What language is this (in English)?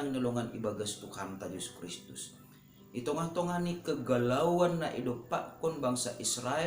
Batak Simalungun